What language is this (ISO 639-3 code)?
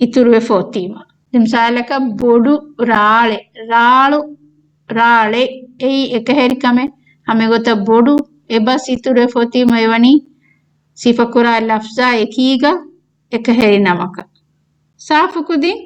div